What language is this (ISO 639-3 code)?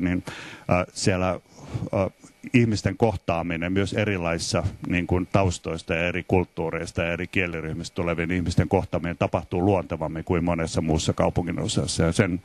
fin